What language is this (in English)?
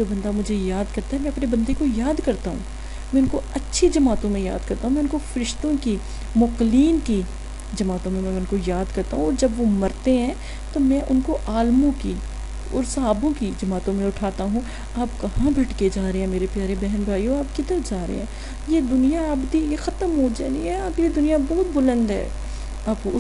Urdu